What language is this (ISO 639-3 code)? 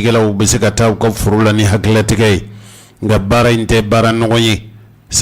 bam